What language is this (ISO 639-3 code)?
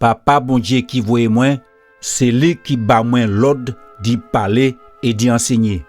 gcf